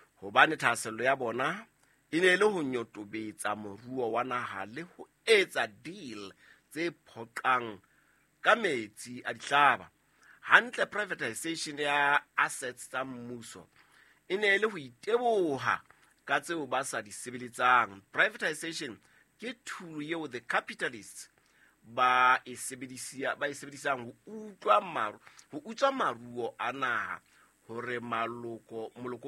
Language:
Southern Sotho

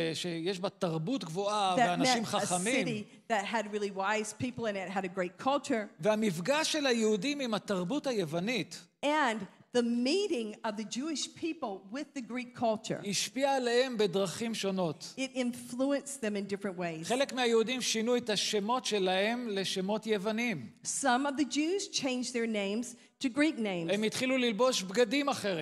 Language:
Hebrew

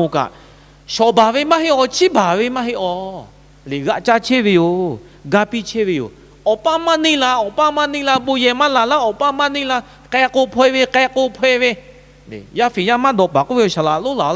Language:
Lahu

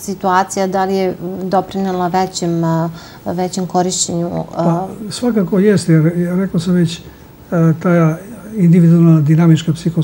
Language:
Serbian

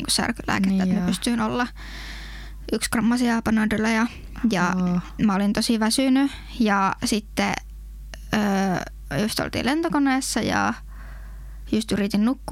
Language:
Finnish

